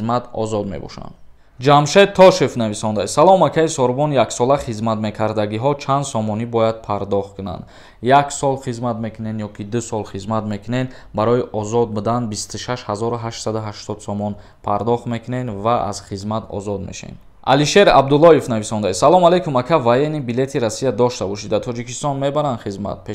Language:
Tajik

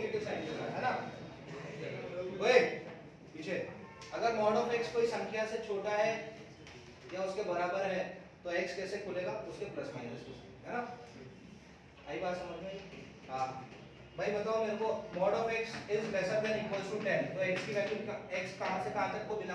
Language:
Hindi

